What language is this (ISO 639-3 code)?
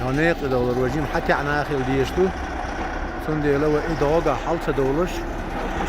che